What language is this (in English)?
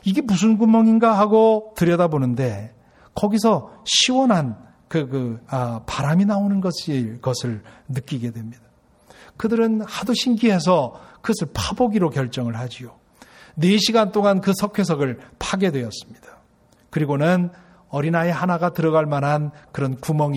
Korean